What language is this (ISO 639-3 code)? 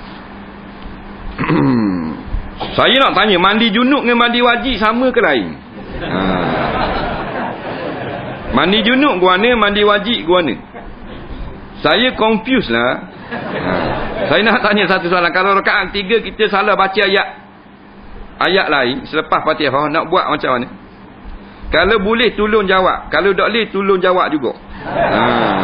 msa